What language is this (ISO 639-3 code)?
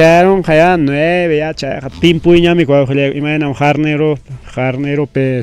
quy